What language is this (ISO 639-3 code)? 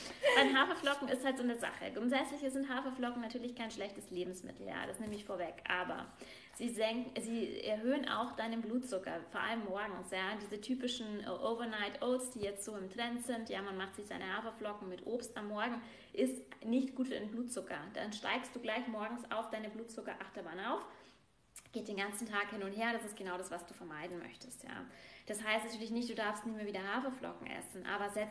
deu